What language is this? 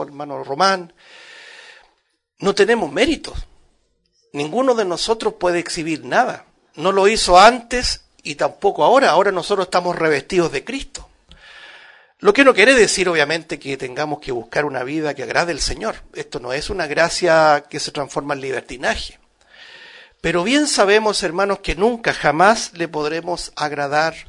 Spanish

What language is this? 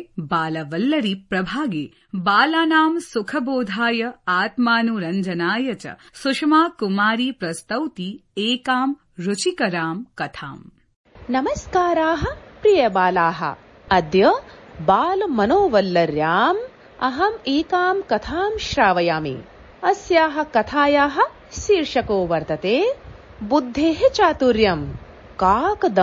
Sanskrit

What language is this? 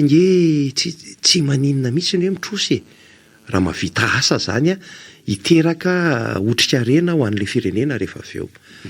Malagasy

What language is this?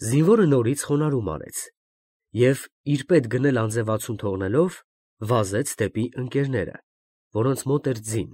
Armenian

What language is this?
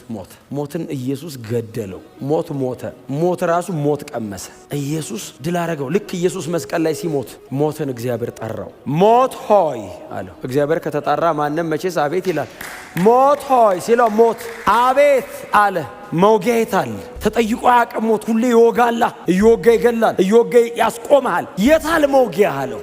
Amharic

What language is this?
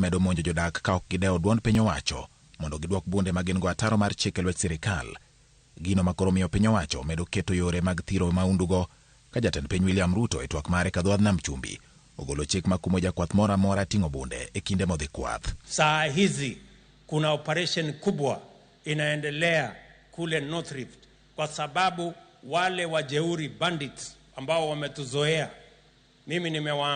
Luo (Kenya and Tanzania)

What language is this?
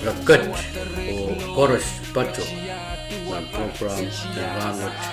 Pohnpeian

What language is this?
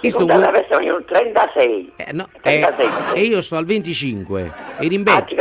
Neapolitan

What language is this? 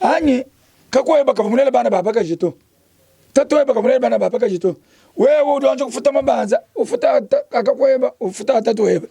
Luba-Lulua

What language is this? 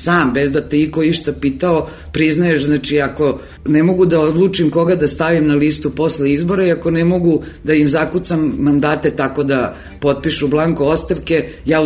Serbian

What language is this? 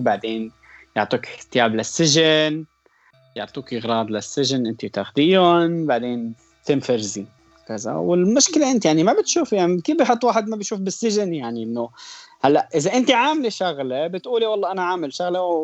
North Levantine Arabic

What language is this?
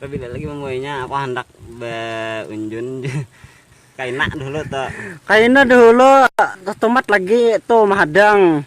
Banjar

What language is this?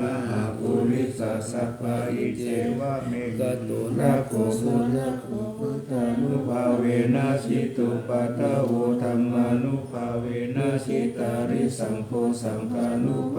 Pali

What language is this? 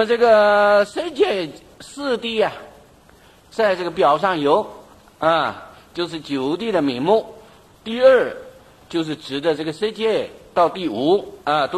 Chinese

